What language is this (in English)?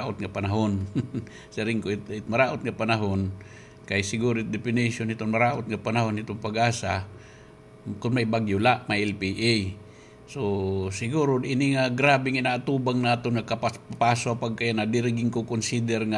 Waray